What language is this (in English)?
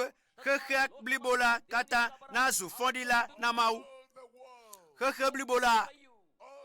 Ewe